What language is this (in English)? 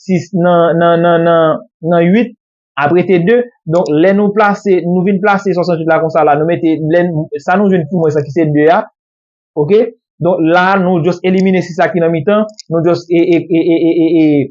Haitian Creole